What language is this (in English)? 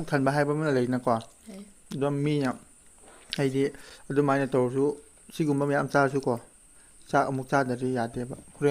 Manipuri